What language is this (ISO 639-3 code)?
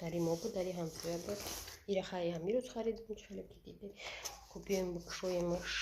tgk